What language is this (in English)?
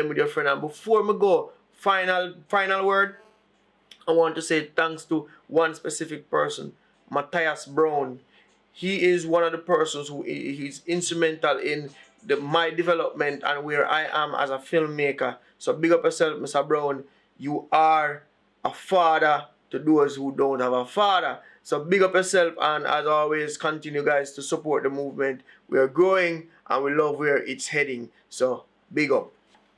Jamaican Creole English